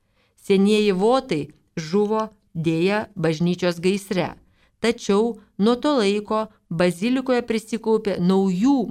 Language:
Lithuanian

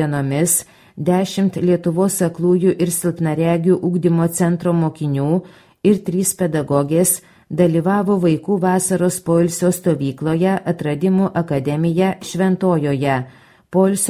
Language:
Lithuanian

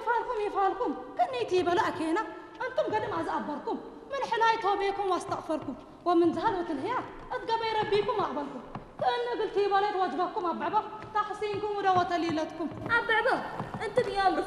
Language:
Tigrinya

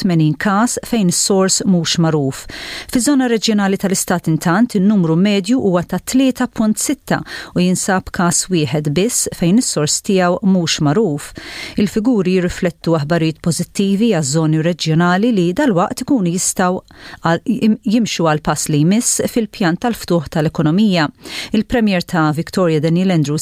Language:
Maltese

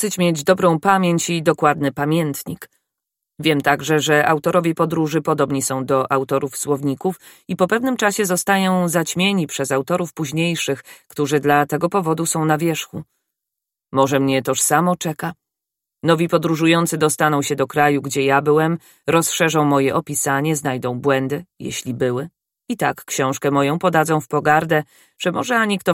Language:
Polish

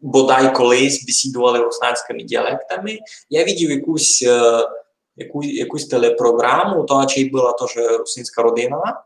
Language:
Rusyn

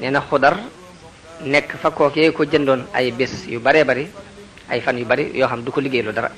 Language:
Wolof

